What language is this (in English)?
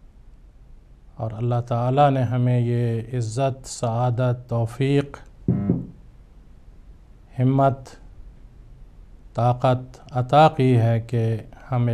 Urdu